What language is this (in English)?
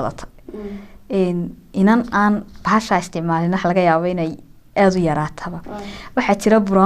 Somali